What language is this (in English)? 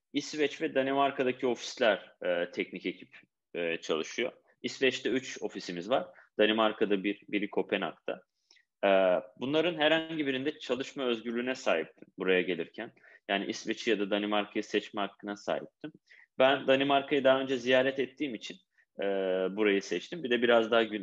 Turkish